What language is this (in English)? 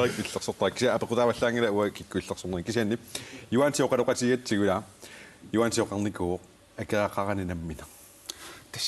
Kalaallisut